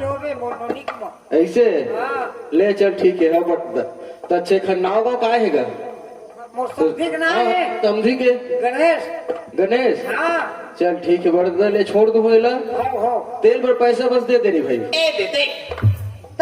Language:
Chhattisgarhi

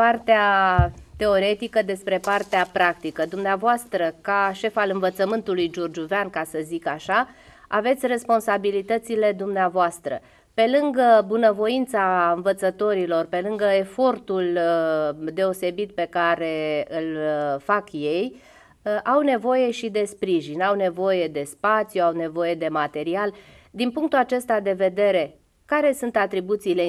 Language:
Romanian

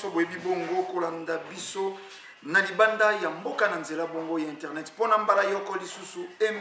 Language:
Lingala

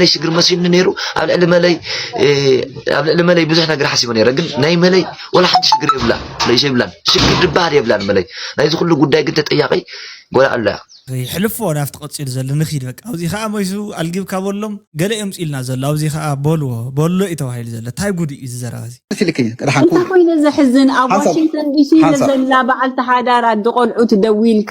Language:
Tigrinya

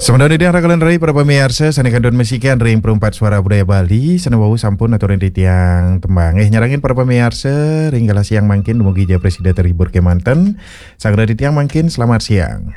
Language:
Balinese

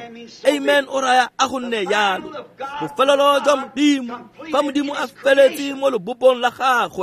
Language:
Tswana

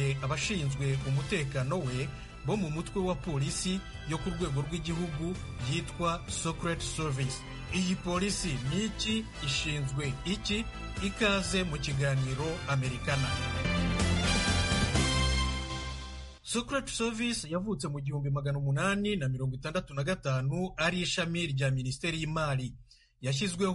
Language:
Kinyarwanda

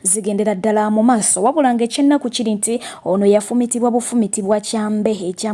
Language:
Ganda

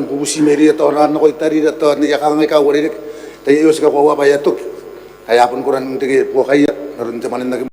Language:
Gilbertese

